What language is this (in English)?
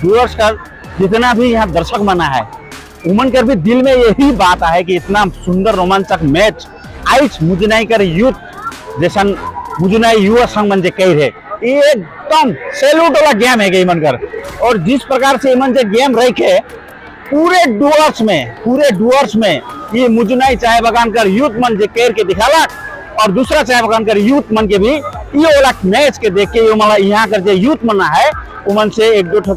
Sadri